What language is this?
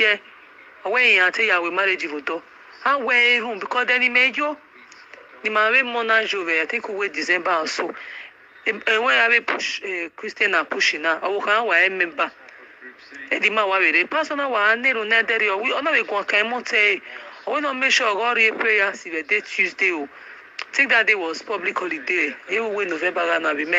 Nigerian Pidgin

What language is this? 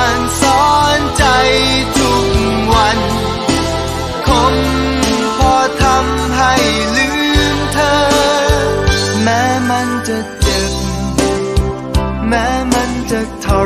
Thai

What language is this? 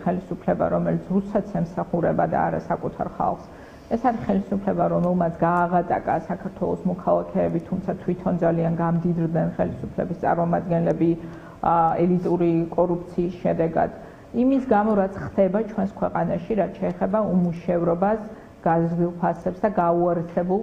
Georgian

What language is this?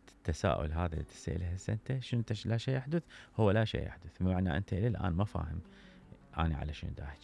Mesopotamian Arabic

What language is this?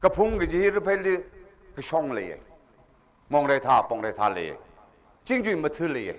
Tangkhul Naga (India)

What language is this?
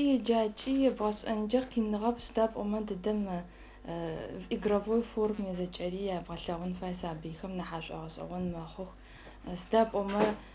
Adyghe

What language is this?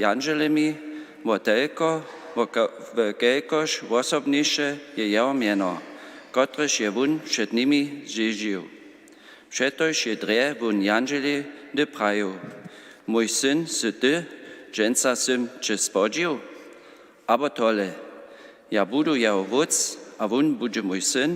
Upper Sorbian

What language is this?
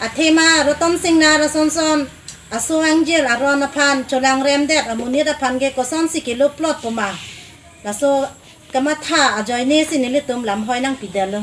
Karbi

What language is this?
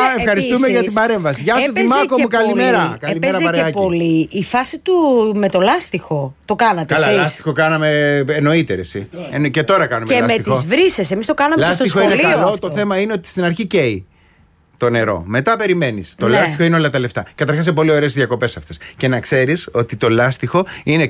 Greek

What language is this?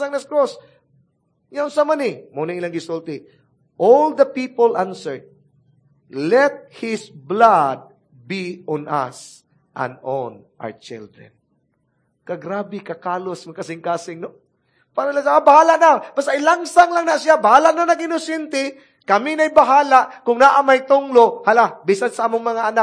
Cebuano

